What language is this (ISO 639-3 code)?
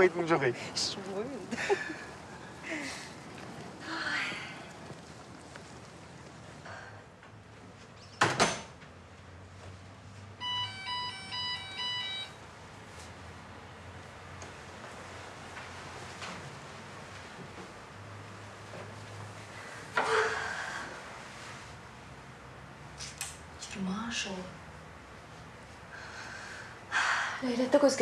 kaz